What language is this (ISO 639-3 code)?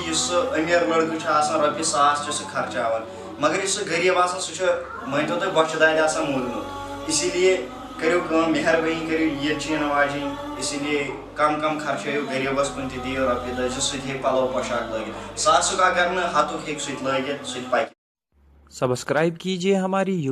kas